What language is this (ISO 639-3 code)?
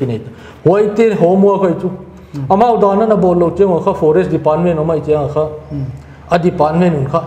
pck